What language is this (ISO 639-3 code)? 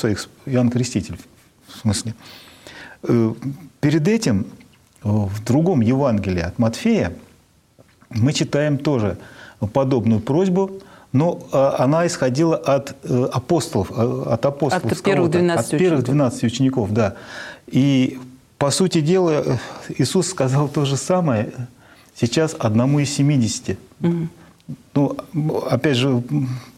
rus